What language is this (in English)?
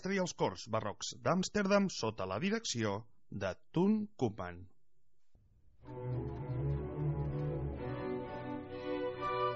Catalan